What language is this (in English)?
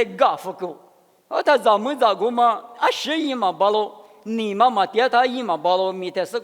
Lisu